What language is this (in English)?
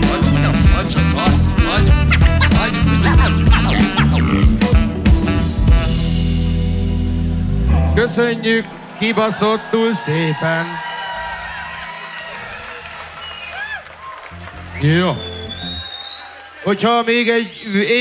Hungarian